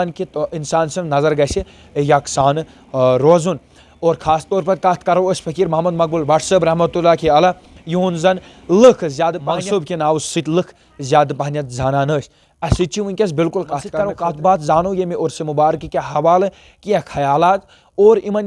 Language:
Kashmiri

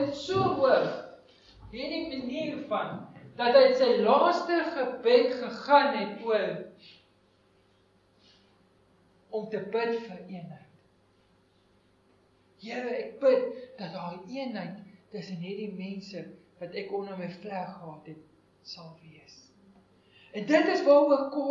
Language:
Afrikaans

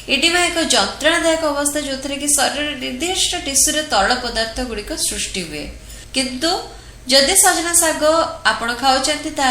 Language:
Odia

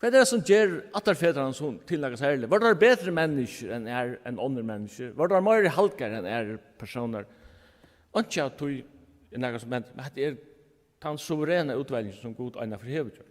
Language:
Faroese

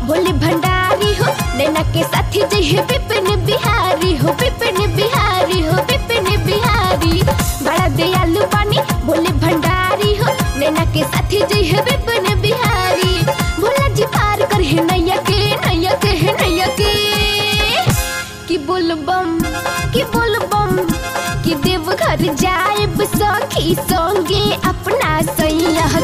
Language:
Bhojpuri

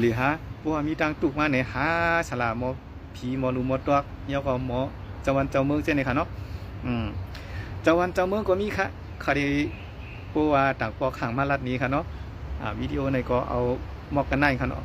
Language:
Shan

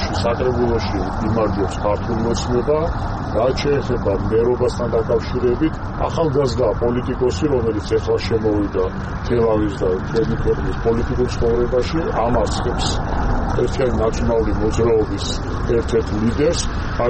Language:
Georgian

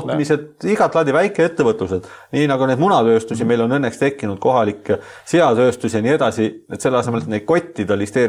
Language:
Estonian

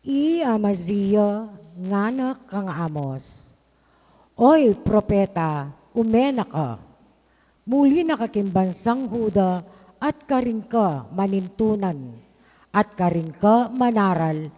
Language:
Pampanga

